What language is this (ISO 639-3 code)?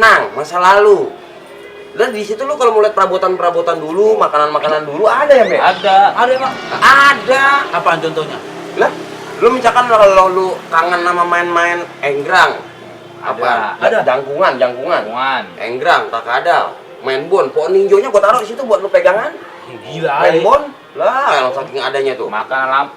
bew